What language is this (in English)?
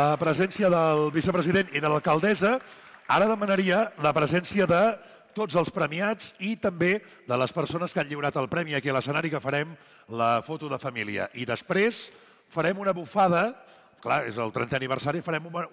Catalan